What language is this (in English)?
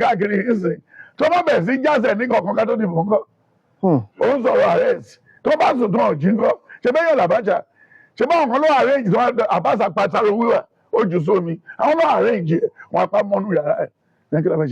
Yoruba